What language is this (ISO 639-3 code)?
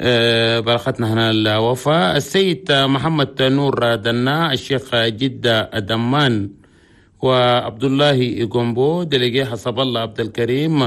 shu